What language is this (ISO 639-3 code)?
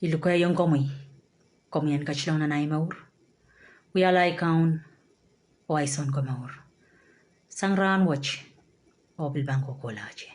pon